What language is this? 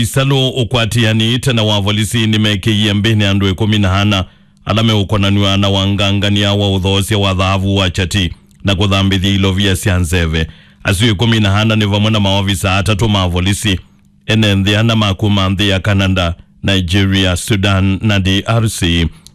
Kamba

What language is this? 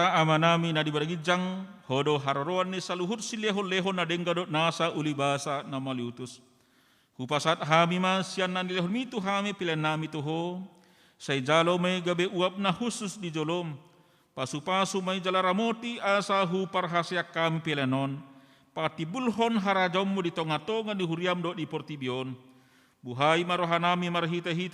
Batak Toba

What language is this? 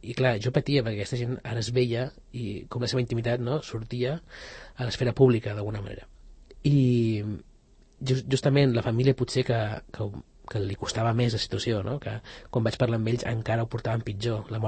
Catalan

